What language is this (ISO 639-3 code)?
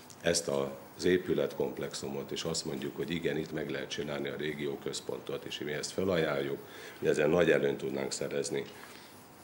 hun